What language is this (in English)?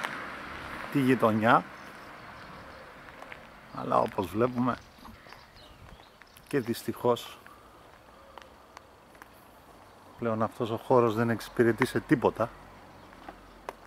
Greek